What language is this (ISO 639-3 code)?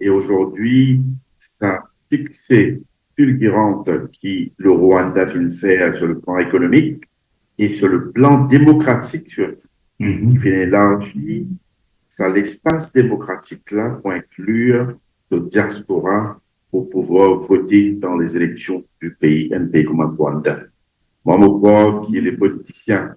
mfe